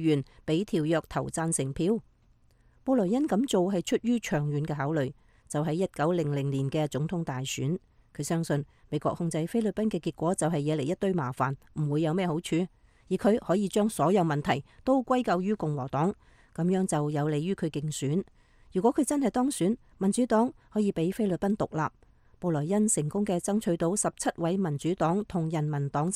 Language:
Cantonese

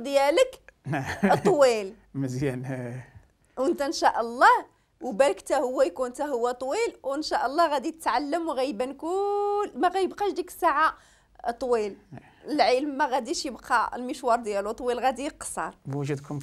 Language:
Moroccan Arabic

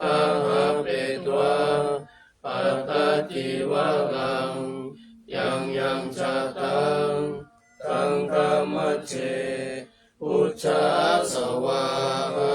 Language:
Pali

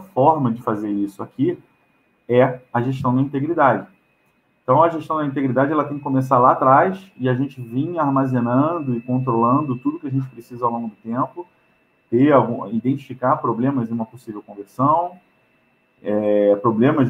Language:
Portuguese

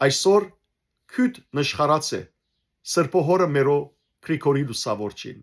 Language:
Western Armenian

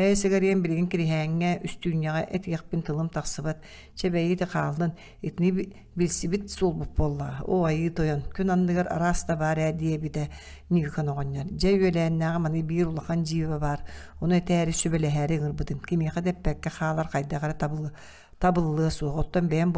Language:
Yakut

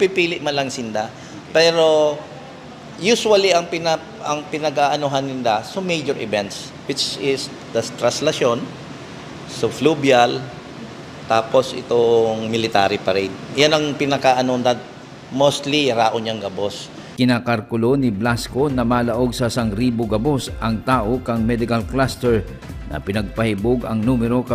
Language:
Bikol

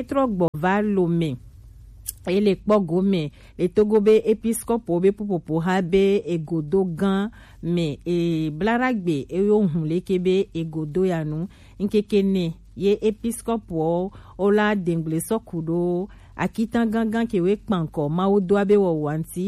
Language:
Gen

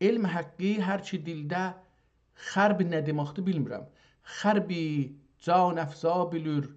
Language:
South Azerbaijani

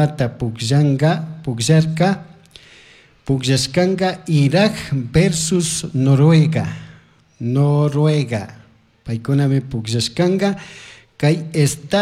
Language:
Chimborazo Highland Quichua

